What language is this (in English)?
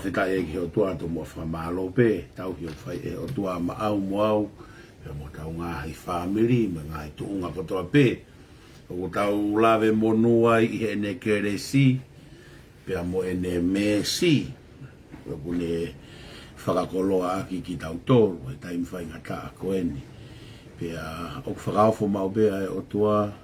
Tongan